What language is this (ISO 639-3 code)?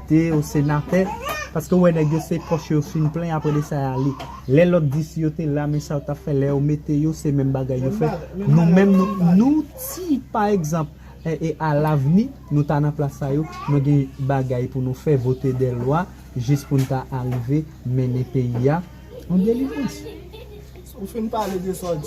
hat